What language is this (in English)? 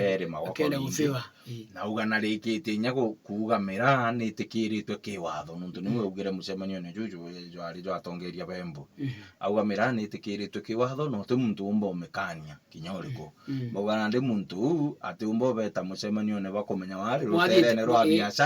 Meru